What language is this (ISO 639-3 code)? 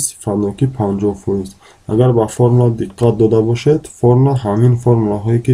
tgk